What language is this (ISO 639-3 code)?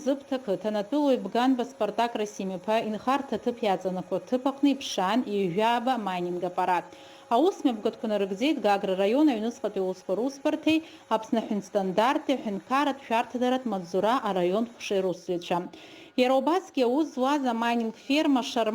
abk